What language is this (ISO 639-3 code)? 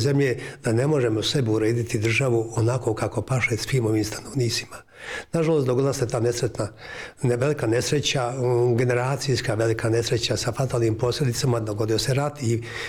bos